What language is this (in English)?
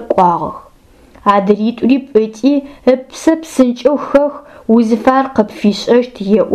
Adyghe